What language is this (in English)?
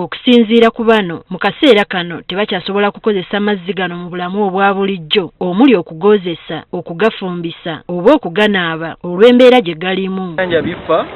Ganda